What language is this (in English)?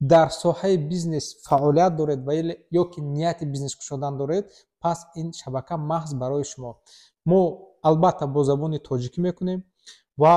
Tajik